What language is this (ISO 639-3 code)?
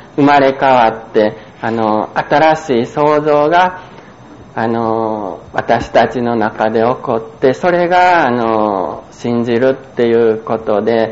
jpn